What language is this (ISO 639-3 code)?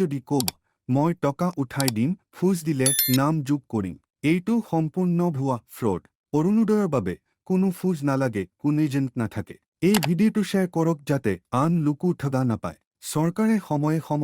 asm